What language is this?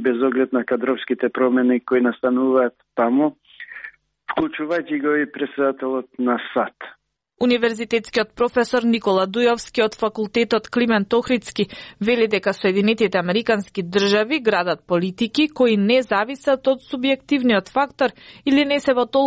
Macedonian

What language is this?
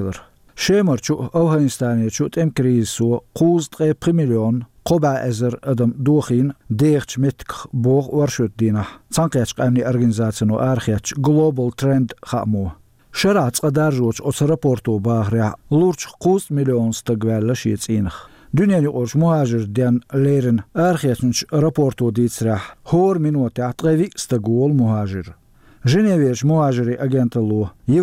Chechen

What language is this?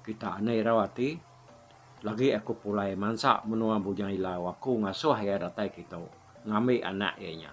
Iban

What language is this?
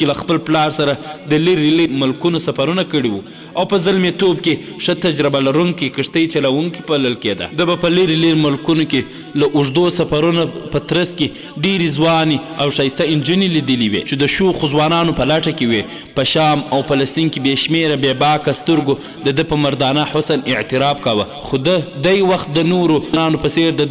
Pashto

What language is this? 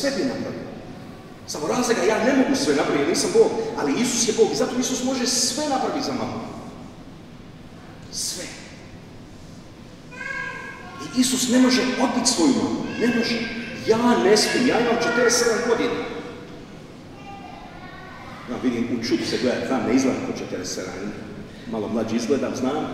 Croatian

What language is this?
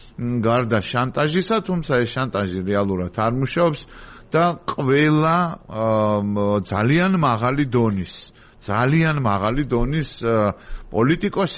Georgian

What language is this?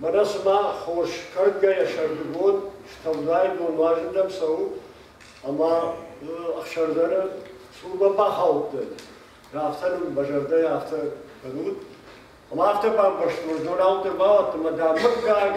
Ossetic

